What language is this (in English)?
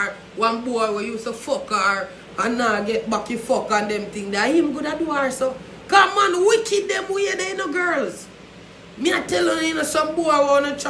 Jamaican Creole English